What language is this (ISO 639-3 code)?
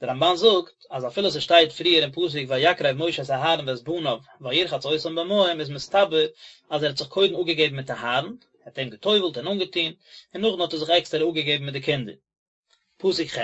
yid